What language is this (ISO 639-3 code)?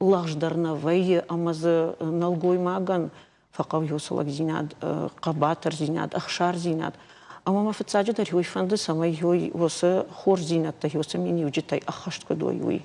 oss